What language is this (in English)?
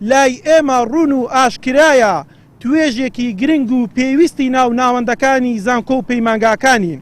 Central Kurdish